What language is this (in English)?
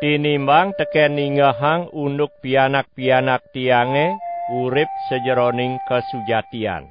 Balinese